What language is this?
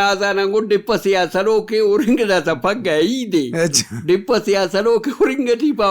Brahui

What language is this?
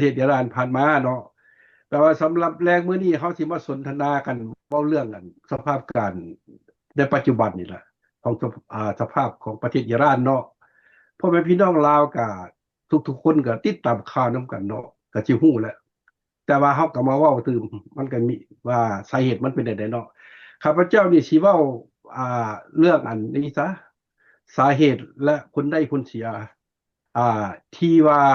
Lao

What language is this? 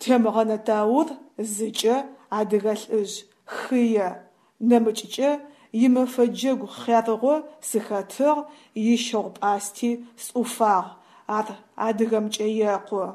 Adyghe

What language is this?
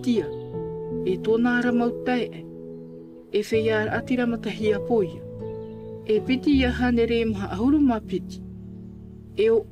Tahitian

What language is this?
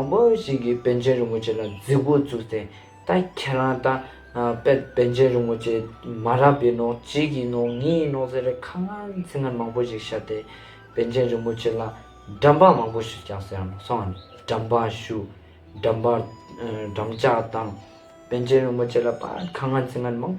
Ladakhi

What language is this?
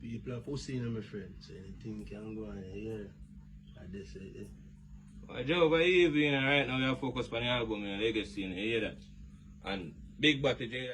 Jamaican Creole English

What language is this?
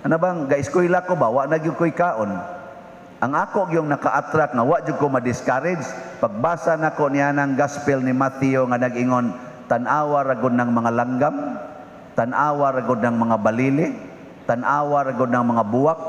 Cebuano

